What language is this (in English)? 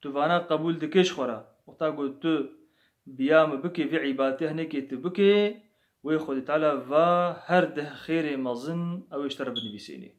Kurdish